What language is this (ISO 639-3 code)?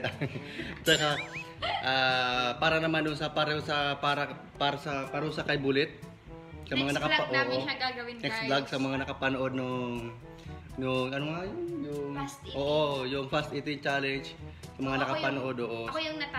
fil